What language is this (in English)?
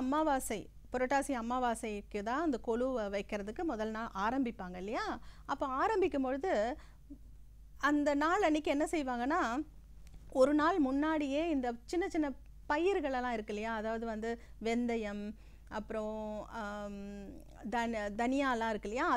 Tamil